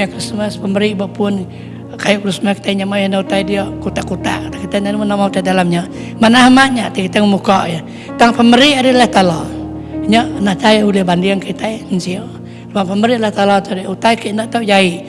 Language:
Iban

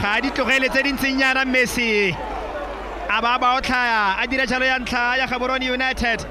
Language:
Tswana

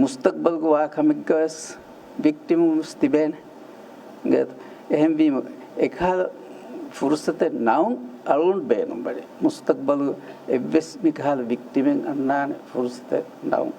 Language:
Divehi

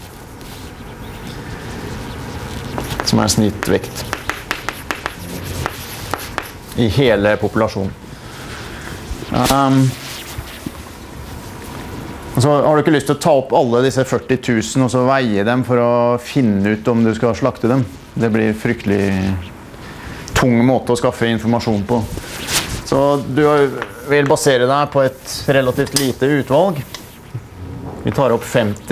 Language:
Norwegian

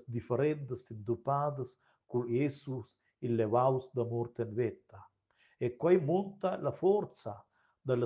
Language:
Romansh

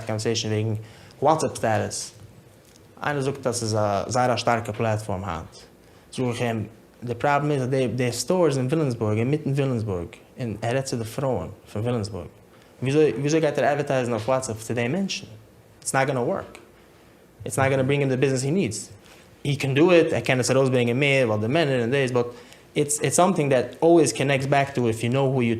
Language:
Yiddish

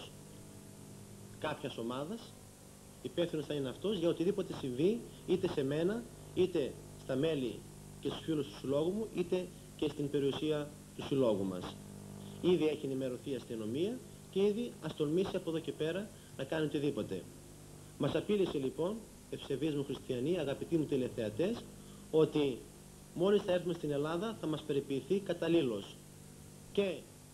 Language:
Greek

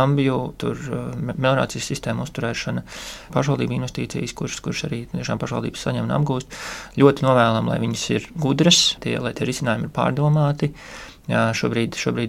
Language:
Latvian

